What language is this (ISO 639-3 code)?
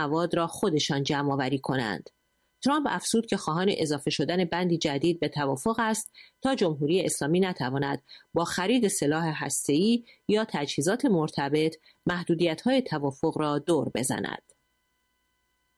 fas